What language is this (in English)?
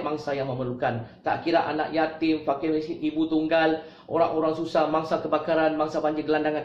Malay